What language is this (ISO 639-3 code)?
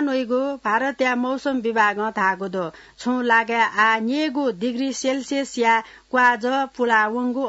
new